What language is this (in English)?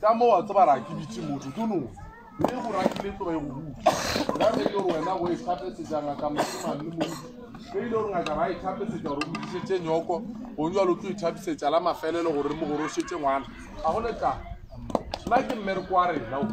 Northern Sotho